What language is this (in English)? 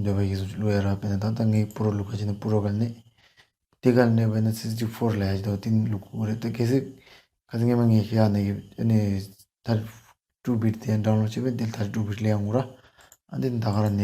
Tibetan